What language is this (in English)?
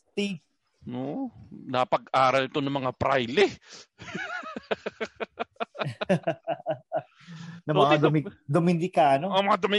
Filipino